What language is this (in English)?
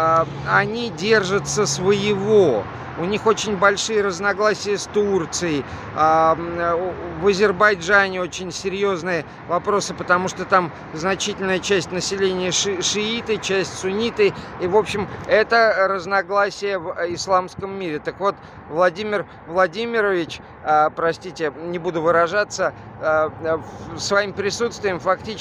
Russian